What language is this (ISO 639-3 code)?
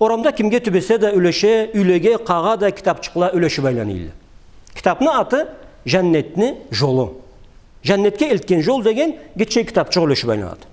krc